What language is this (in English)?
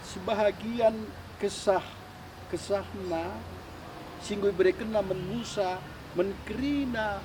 Batak Karo